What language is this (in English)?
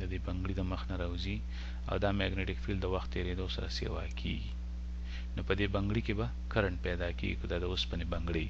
Pashto